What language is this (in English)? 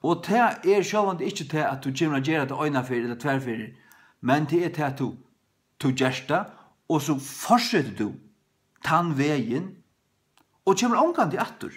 Faroese